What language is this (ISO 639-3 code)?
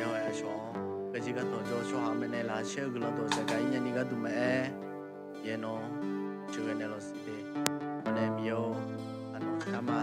ahk